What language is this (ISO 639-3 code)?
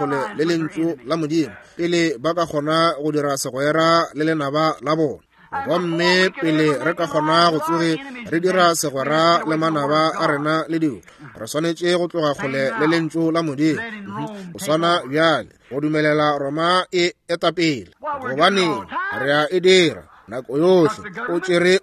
nso